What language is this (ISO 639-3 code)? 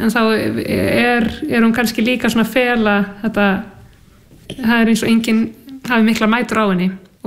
isl